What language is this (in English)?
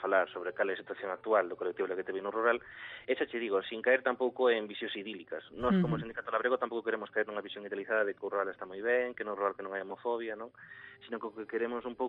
Galician